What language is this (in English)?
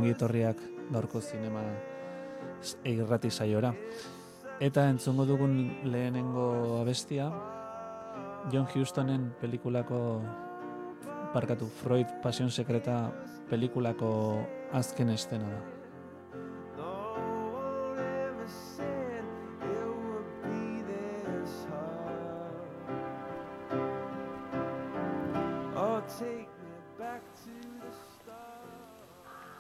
Basque